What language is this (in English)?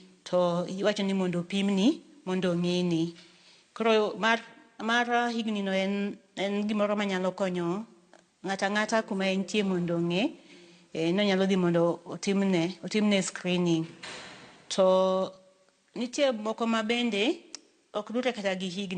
Luo (Kenya and Tanzania)